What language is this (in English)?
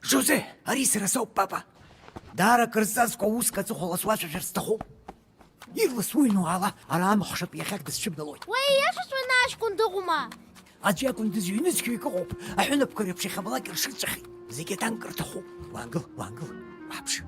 Abkhazian